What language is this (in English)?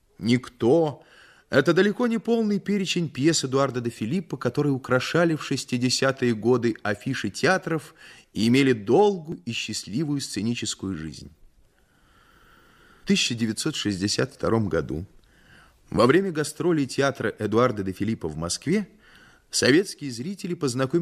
Russian